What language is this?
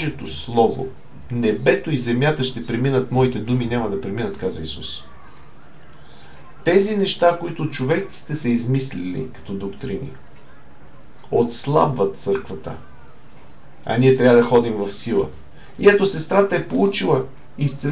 Bulgarian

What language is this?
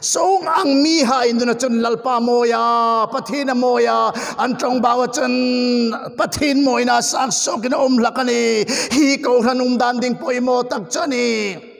Hmar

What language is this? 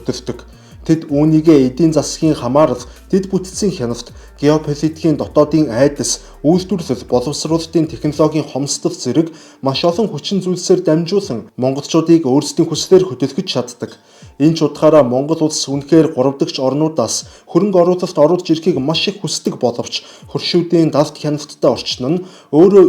Mongolian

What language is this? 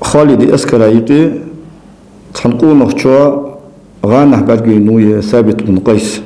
Ingush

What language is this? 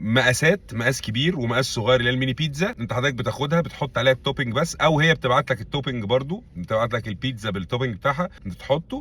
Egyptian Arabic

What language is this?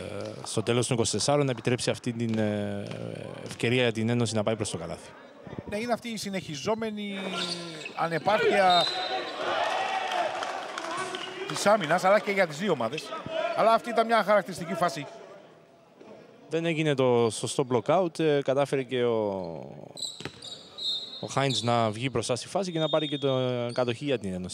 Greek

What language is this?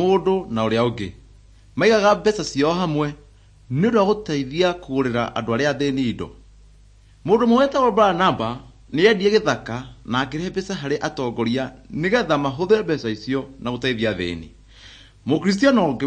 Kikuyu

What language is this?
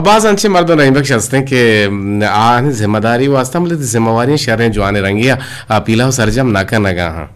Eastern Balochi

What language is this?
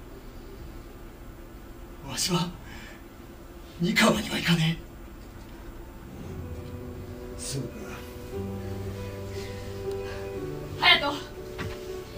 Japanese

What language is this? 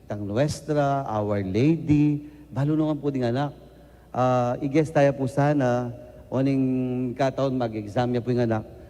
Pampanga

